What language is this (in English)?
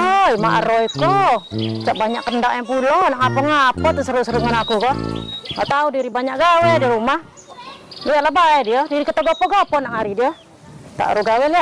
Musi